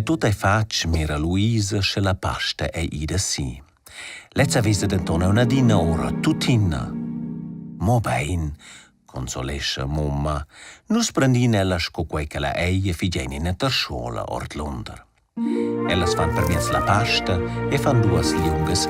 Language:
Romansh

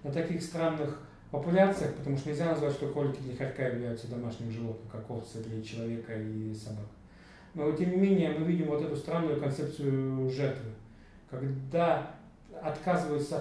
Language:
Russian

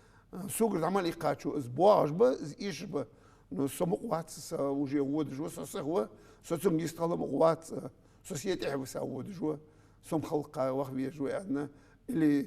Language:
Ingush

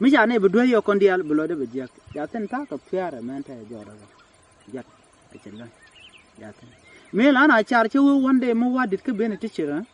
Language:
Nuer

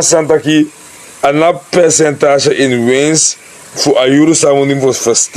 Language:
Sranan Tongo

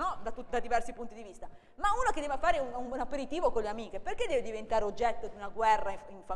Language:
Italian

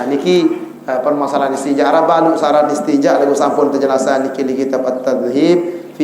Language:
Sasak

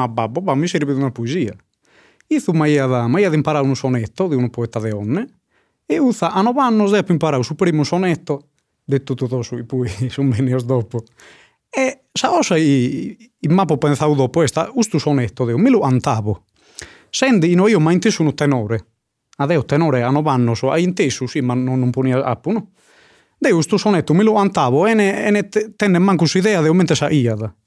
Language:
Sardinian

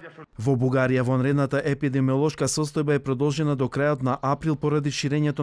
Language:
Macedonian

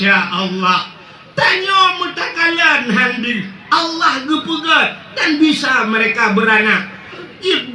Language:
Achinese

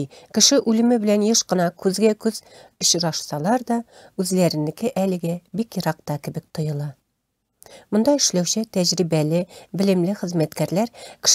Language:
Tatar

